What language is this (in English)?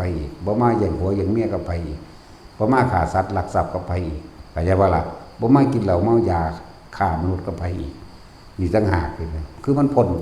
Northeastern Thai